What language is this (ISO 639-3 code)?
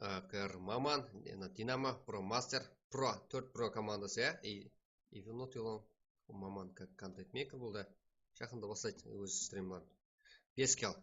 kaa